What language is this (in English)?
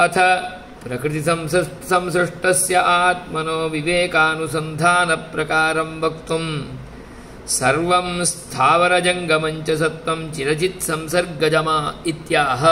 Sanskrit